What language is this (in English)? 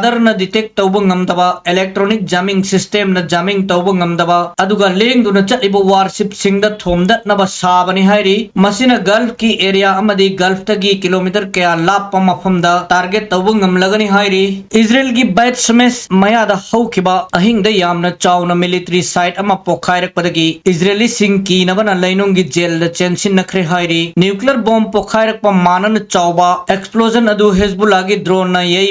Manipuri